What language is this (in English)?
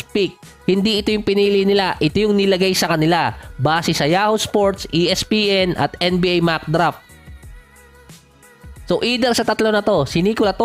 Filipino